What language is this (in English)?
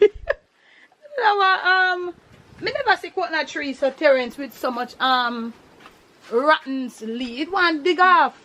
Jamaican Creole English